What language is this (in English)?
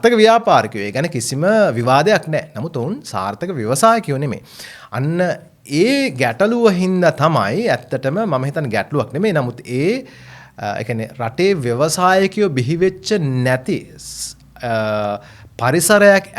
Sinhala